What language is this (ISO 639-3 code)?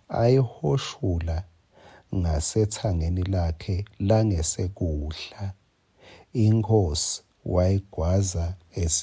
ssw